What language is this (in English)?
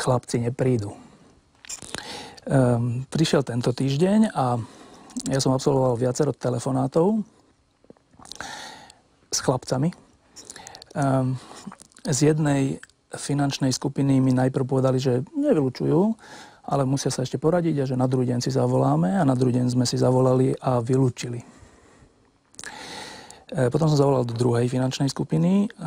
Slovak